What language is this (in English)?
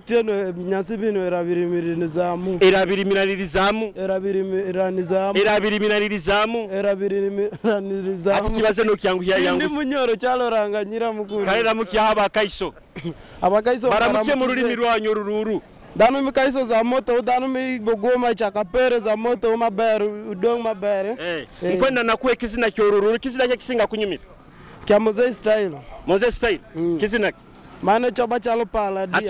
Nyoro